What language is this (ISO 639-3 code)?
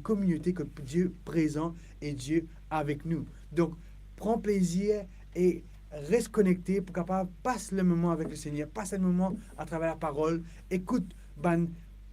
mfe